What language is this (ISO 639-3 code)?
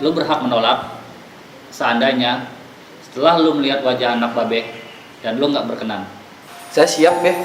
bew